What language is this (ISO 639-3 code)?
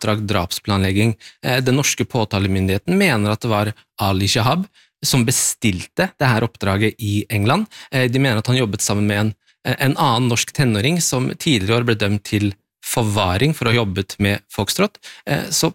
nor